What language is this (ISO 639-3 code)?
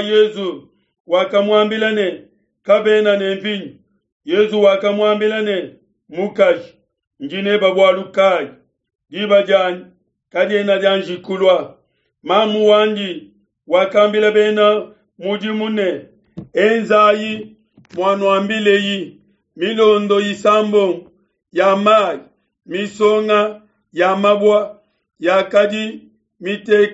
lua